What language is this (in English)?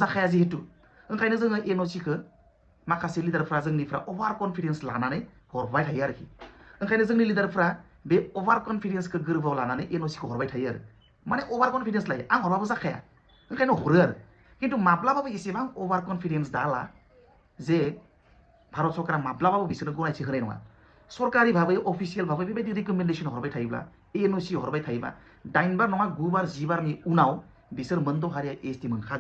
Bodo